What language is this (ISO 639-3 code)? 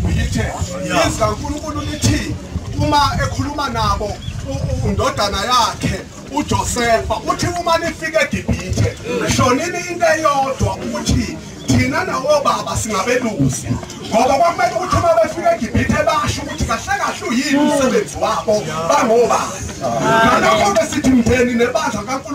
zul